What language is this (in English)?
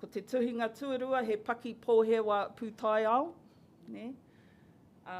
Māori